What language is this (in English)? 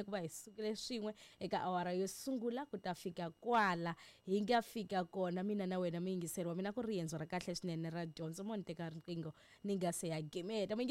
Tsonga